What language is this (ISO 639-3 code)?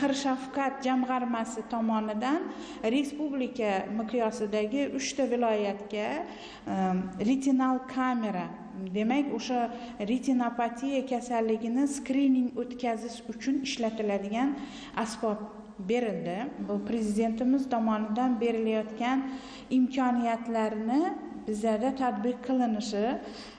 uzb